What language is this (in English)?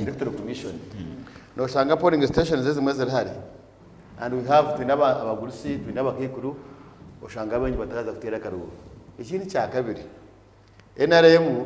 Nyankole